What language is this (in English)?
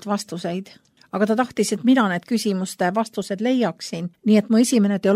Estonian